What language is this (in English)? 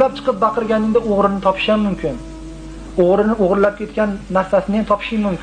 Uzbek